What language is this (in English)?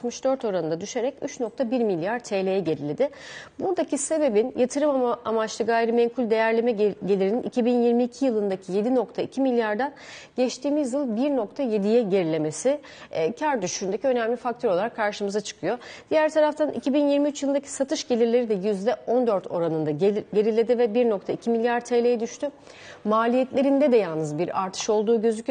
Turkish